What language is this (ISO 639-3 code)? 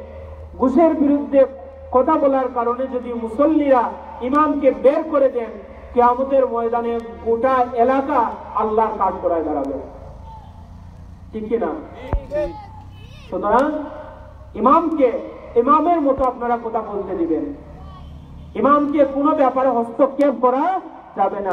ben